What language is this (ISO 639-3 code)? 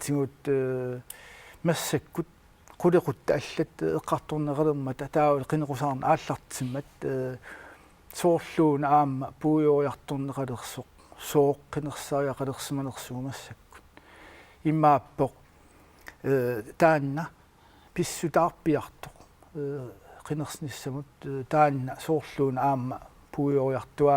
kal